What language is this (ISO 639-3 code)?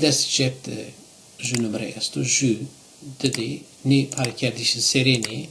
zza